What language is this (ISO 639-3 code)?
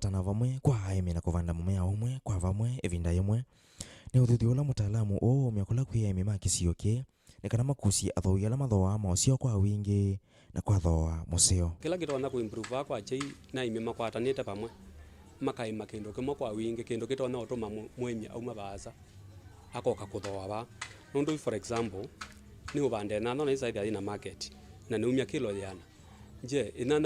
kam